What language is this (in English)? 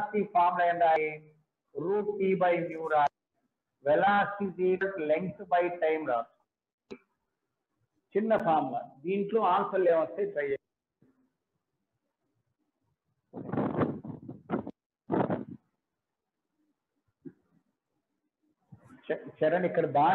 Telugu